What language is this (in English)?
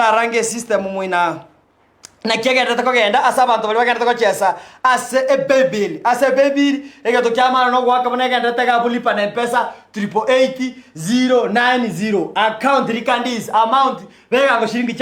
Gusii